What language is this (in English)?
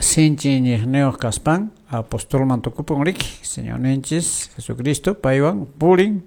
Quechua